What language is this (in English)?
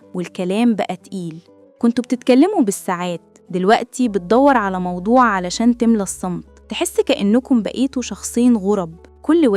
Egyptian Arabic